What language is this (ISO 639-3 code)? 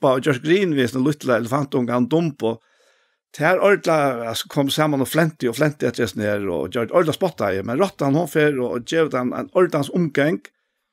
fao